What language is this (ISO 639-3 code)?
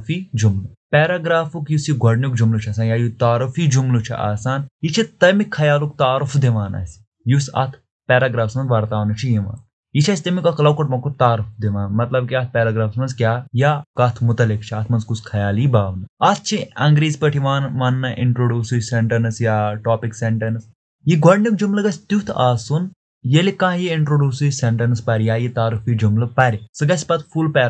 kas